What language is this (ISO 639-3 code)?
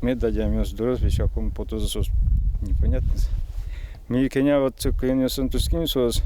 udm